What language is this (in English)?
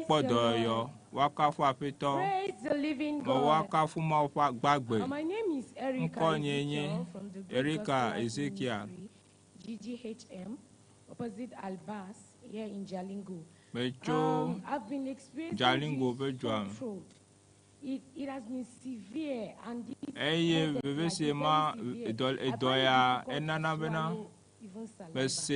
Ewe